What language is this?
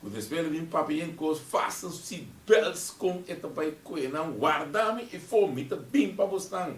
Papiamento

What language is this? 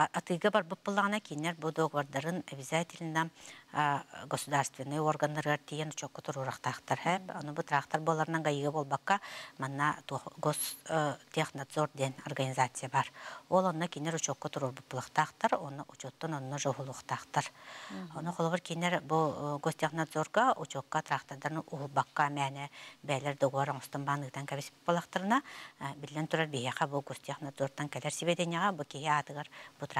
Yakut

